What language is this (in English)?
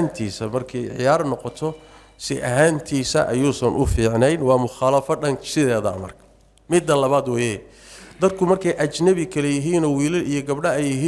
Somali